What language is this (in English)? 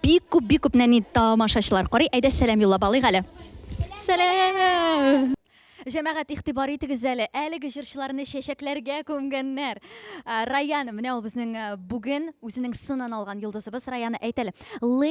Tatar